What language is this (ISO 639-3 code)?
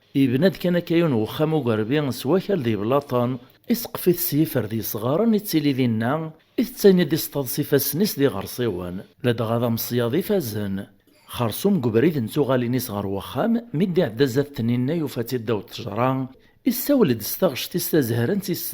kab